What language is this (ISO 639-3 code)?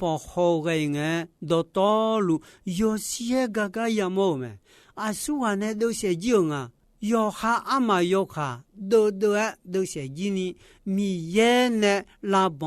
ahk